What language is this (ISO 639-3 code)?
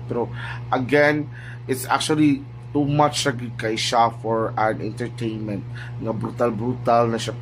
ceb